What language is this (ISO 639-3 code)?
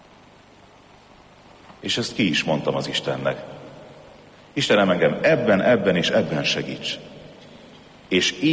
hun